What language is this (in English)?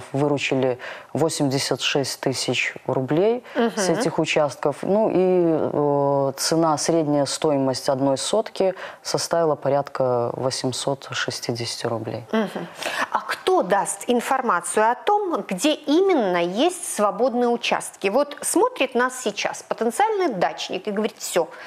Russian